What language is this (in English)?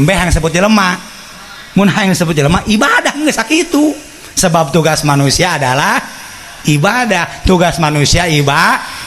Sundanese